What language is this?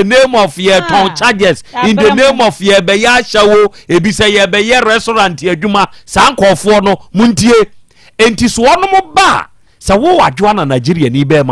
Akan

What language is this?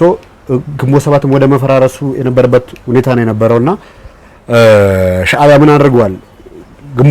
Amharic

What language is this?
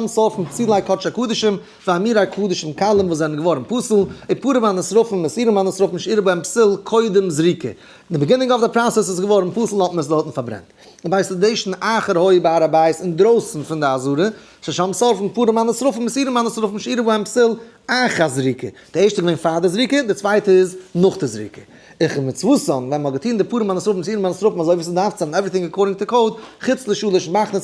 Yiddish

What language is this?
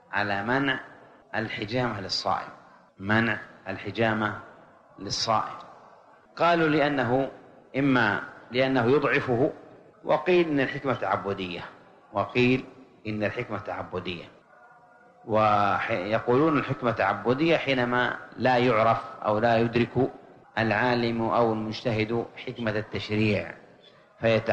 Arabic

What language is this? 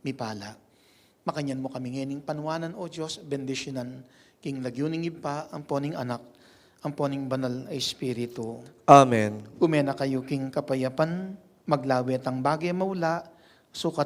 Pampanga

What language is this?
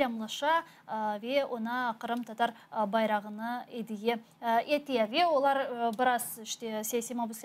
Crimean Tatar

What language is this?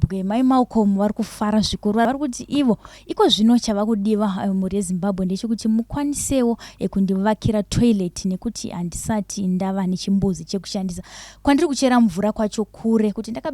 Shona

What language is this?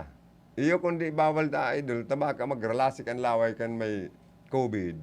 Bikol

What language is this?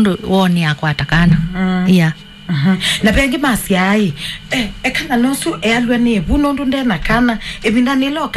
Kamba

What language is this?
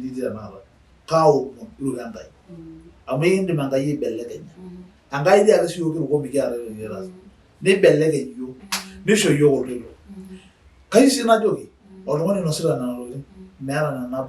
Masai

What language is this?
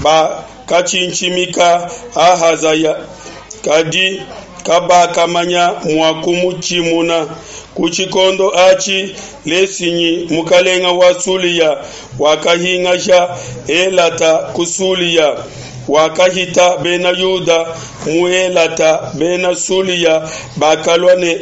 Luba-Lulua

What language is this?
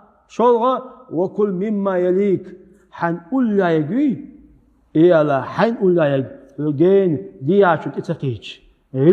Chechen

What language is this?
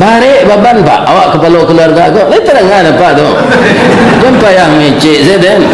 Minangkabau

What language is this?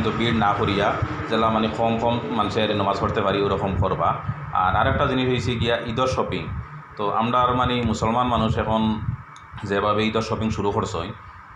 Sylheti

